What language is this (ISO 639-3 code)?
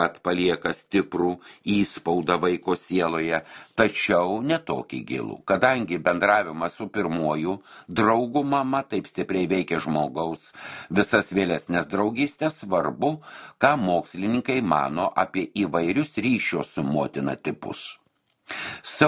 lit